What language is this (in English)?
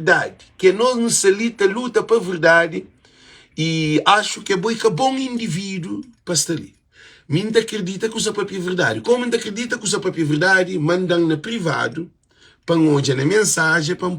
Kabuverdianu